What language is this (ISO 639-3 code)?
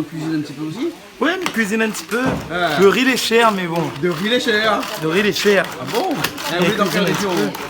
rcf